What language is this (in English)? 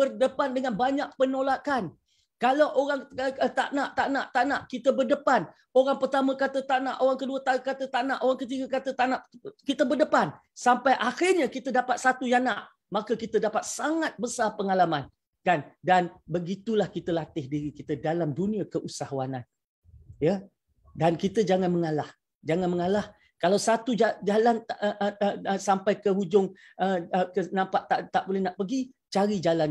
Malay